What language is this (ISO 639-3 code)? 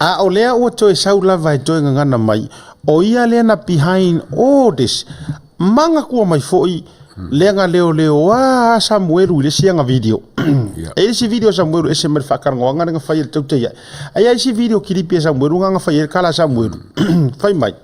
smo